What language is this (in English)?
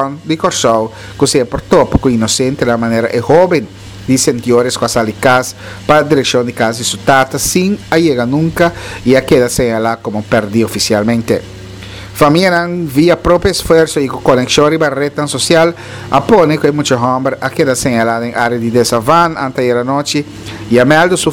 Papiamento